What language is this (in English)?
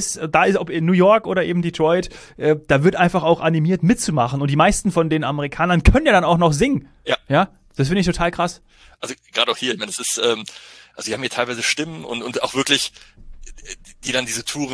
German